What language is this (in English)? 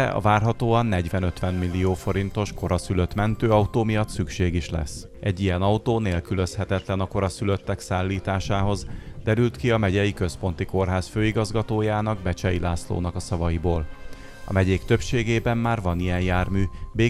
Hungarian